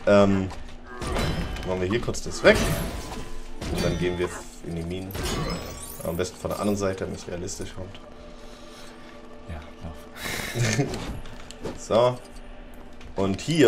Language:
German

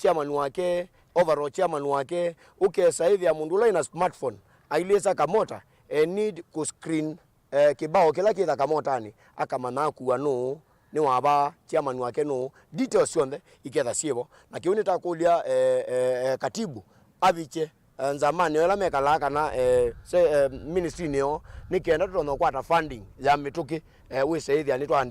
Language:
Kamba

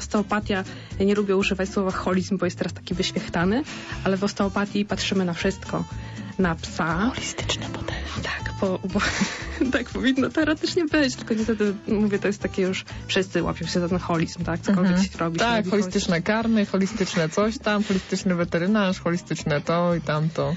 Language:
Polish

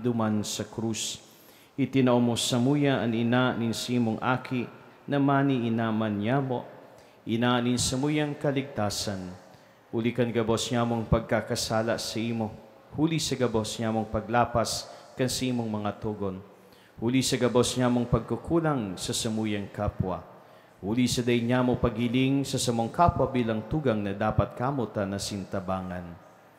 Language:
Bikol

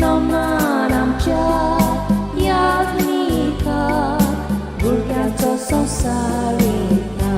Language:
Konkani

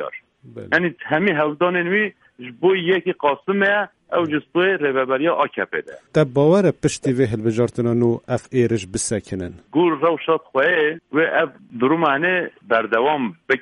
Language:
Kurdish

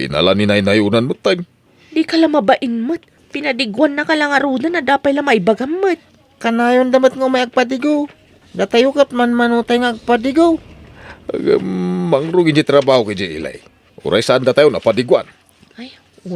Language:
Iloko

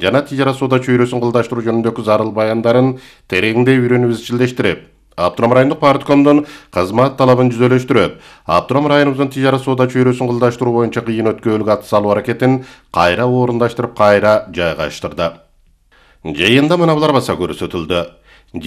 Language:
Kyrgyz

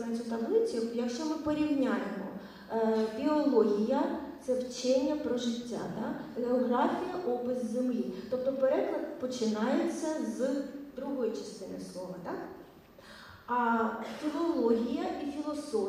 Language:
Ukrainian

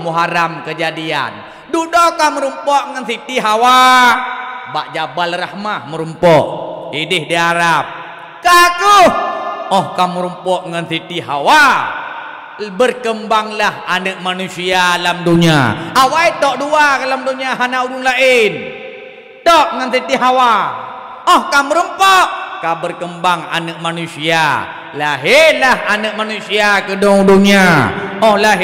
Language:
Achinese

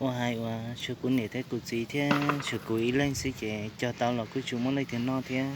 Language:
Hmong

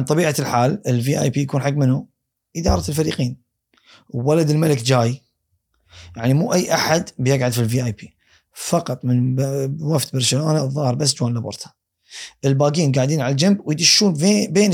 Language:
Gulf Arabic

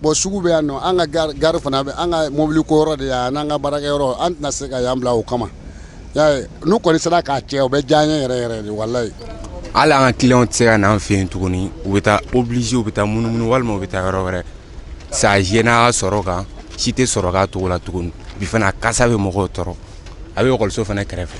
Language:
Bambara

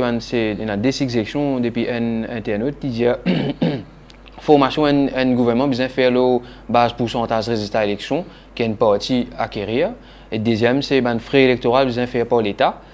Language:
Morisyen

